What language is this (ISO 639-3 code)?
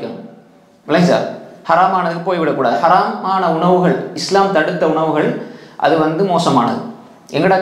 tam